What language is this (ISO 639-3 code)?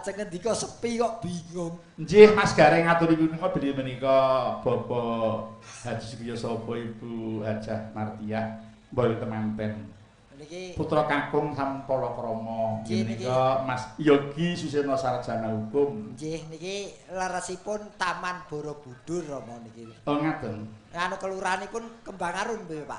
jav